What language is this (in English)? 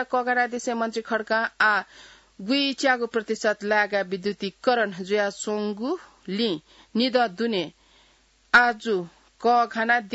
Newari